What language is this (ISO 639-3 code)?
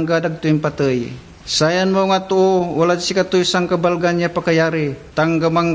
pag